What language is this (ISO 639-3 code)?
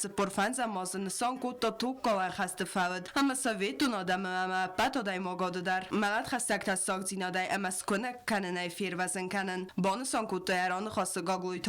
oss